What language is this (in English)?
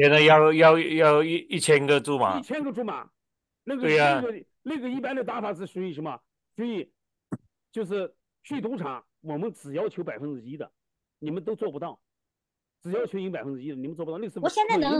Chinese